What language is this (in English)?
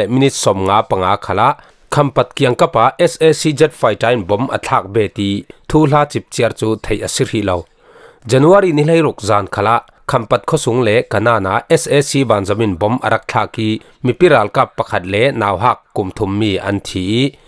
Falam Chin